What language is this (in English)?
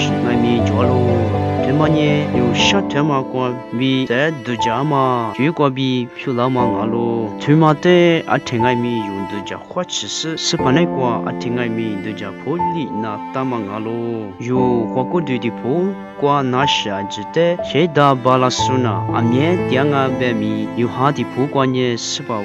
Lisu